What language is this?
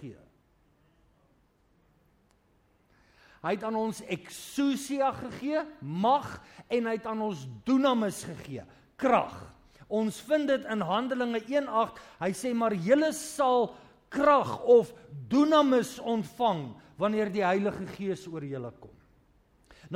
Afrikaans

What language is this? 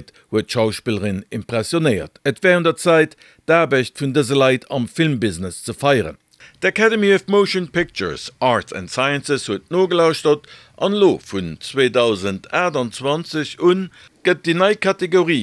Luxembourgish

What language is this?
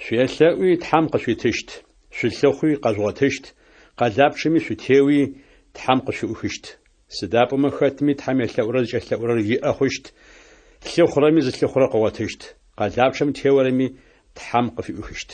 Adyghe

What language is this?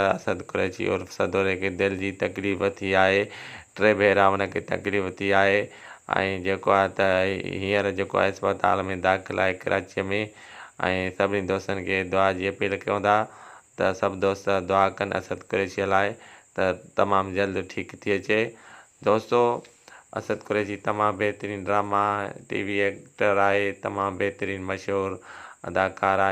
Sindhi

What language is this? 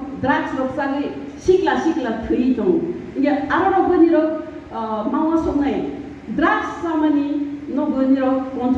Riang (India)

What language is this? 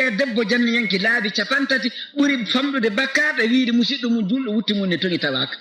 Fula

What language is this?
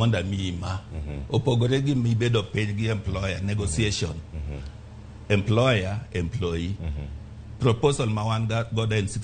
Luo (Kenya and Tanzania)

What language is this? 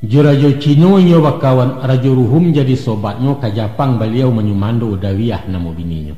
Minangkabau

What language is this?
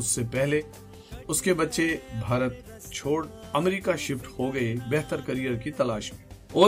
Hindi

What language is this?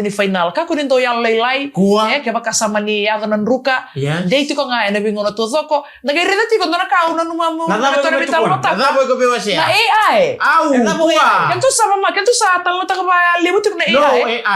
Fijian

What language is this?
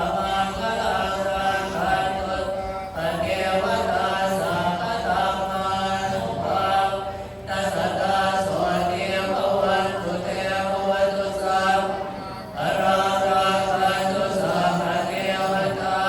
Pali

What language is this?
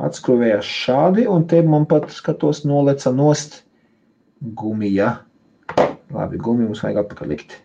Latvian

